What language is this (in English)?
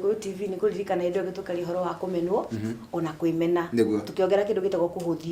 Kikuyu